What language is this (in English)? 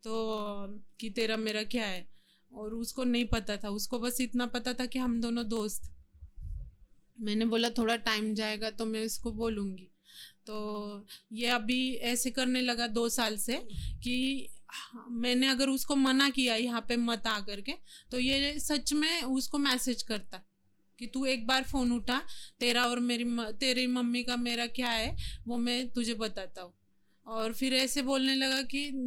Hindi